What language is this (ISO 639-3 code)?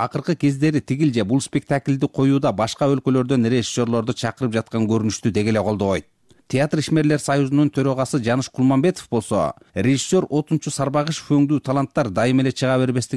kir